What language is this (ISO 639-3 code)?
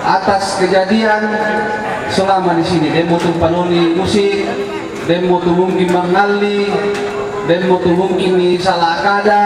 sda